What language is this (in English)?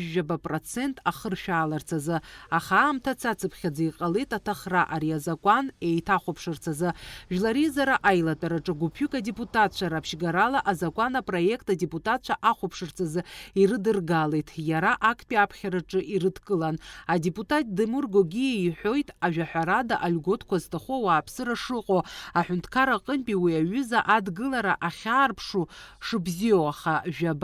Abkhazian